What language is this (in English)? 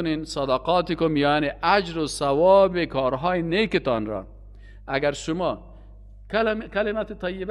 Persian